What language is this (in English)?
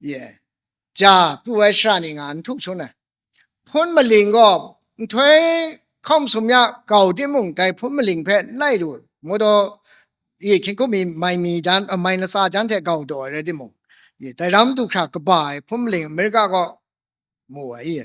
Kachin